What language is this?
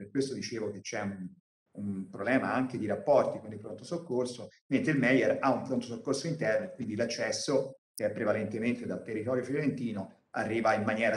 Italian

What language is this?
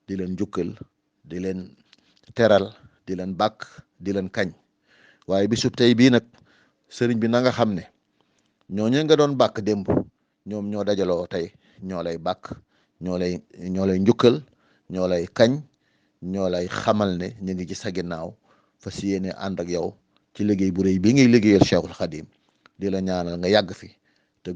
Wolof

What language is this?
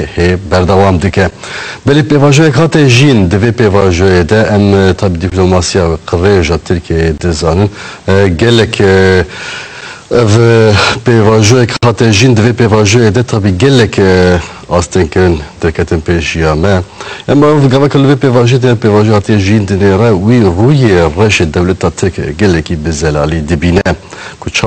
Kurdish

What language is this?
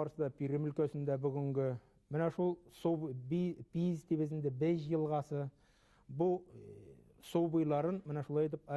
Bashkir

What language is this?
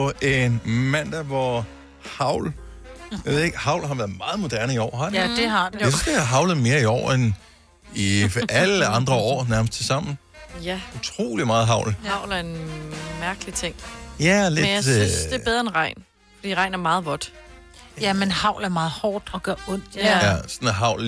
Danish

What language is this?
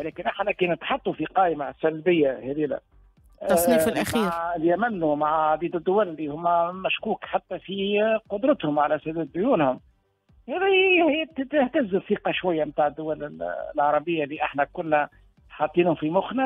Tunisian Arabic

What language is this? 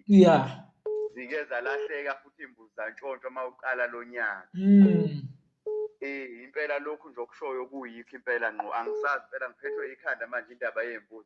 Zulu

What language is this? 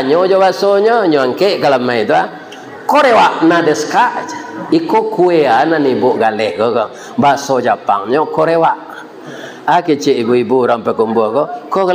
Minangkabau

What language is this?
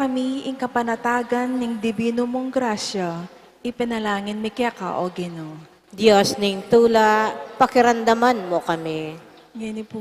Pampanga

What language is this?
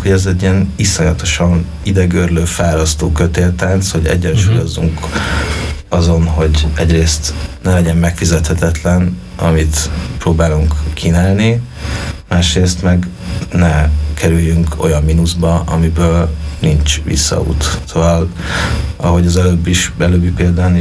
Hungarian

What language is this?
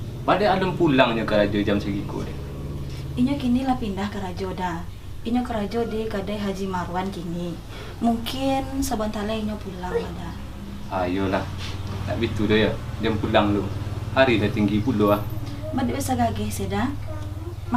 Minangkabau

